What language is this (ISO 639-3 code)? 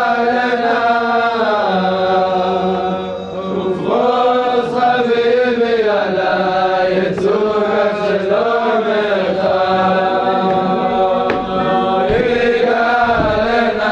heb